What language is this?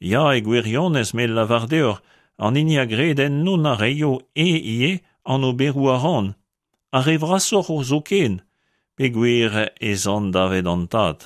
Breton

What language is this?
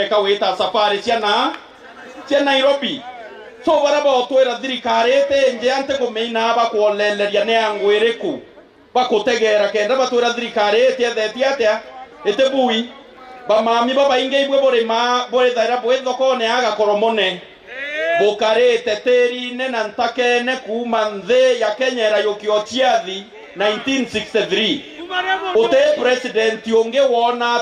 Meru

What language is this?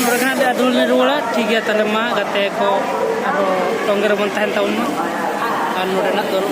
Santali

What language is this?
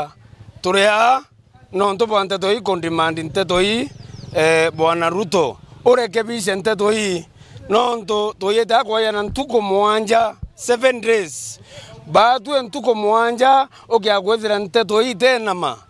Meru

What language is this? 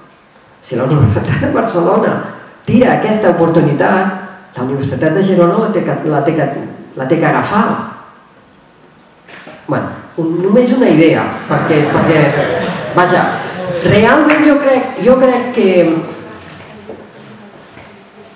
Catalan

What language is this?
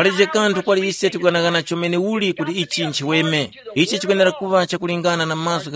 Tumbuka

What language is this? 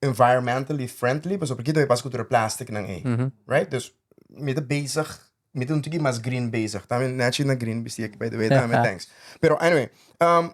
Papiamento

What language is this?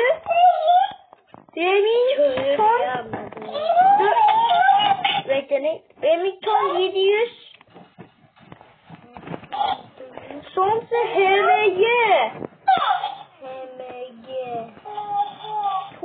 Turkish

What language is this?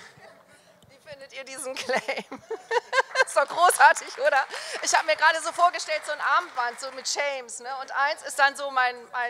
German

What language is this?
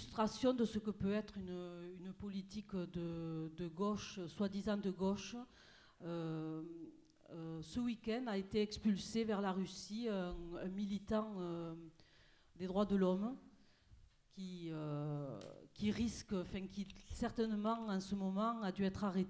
French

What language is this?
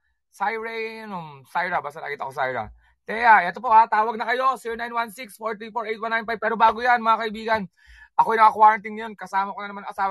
Filipino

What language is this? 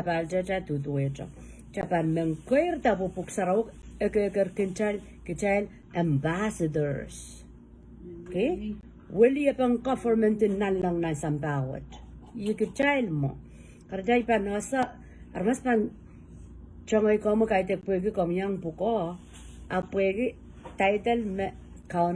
Pohnpeian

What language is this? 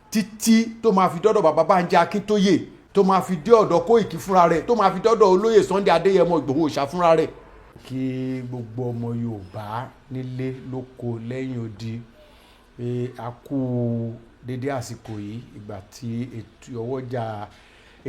Yoruba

